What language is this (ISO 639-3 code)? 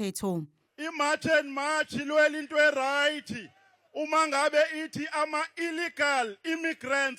zul